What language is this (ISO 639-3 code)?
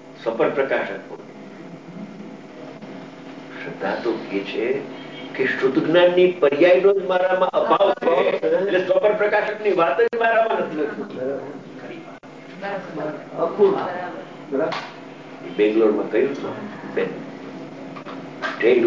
guj